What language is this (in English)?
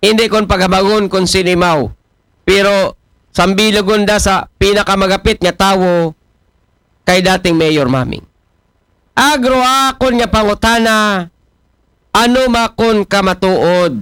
Aklanon